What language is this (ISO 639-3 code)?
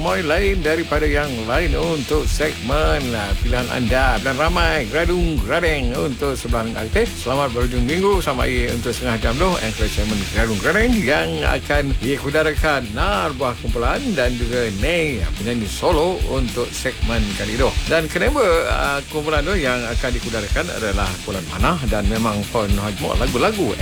msa